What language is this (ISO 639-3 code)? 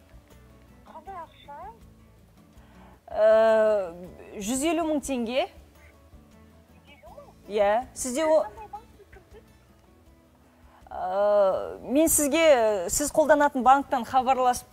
kaz